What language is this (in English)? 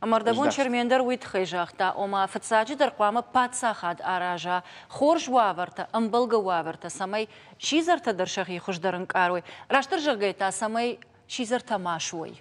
Ossetic